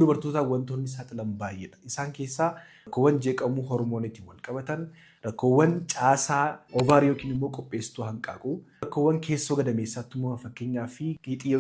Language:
Oromo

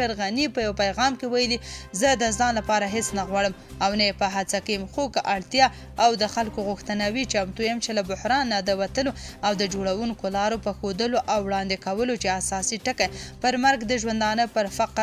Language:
Pashto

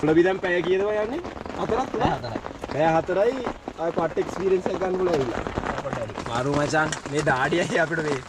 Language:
Sinhala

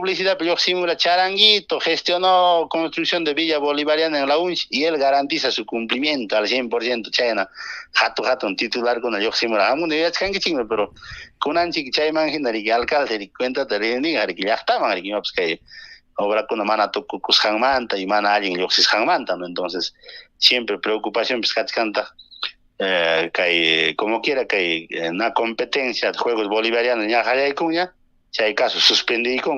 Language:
Ayacucho Quechua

